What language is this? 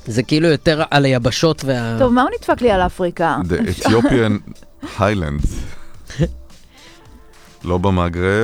Hebrew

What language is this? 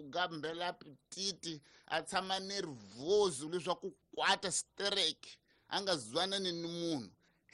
Tsonga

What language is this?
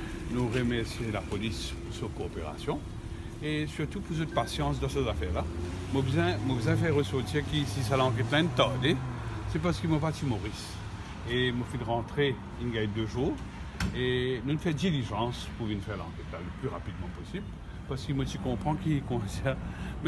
Morisyen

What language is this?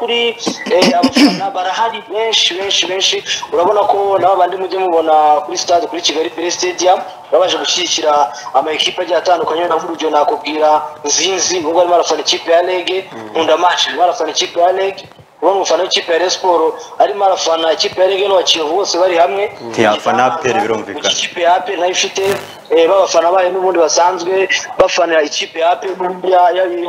Kinyarwanda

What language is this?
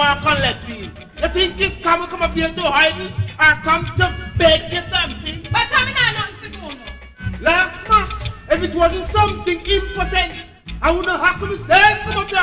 Jamaican Creole English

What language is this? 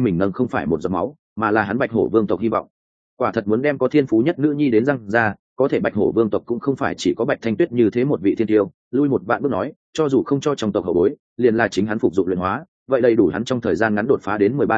Vietnamese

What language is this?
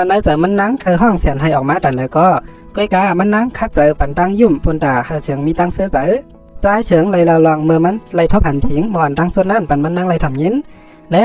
Shan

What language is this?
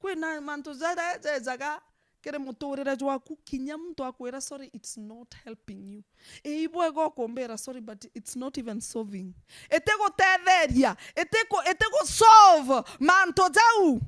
Meru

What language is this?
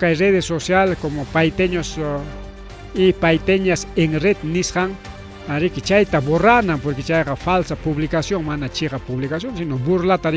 Ayacucho Quechua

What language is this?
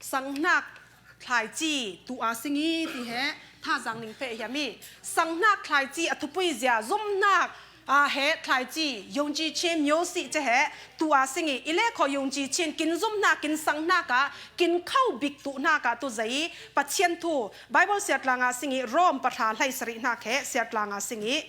Falam Chin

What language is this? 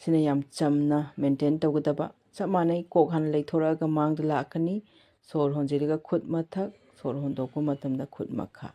Manipuri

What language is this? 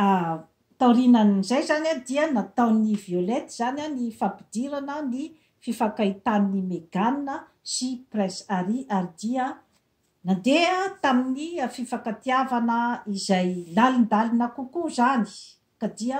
Malagasy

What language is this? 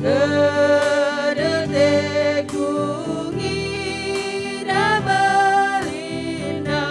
Batak Karo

